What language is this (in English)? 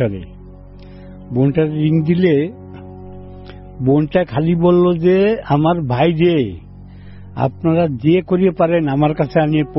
Bangla